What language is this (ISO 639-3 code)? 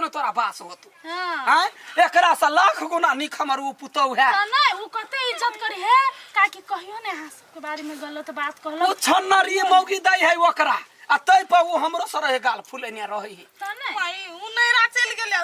mai